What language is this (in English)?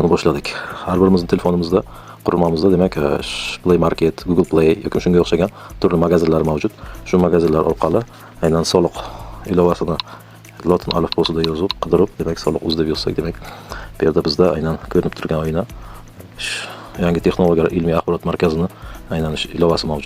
Uzbek